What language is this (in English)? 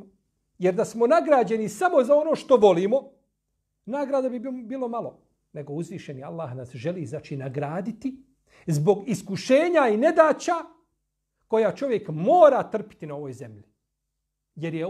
Bosnian